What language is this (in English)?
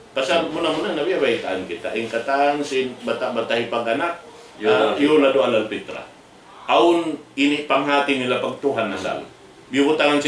Tausug